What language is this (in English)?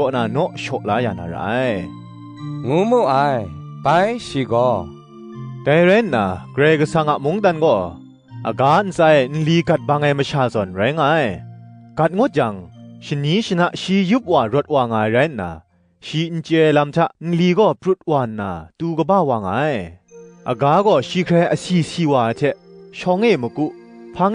Kachin